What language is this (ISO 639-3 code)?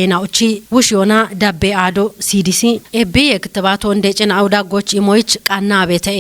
kbr